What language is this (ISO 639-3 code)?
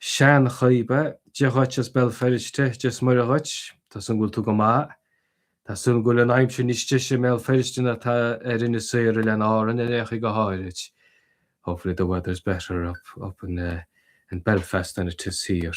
gle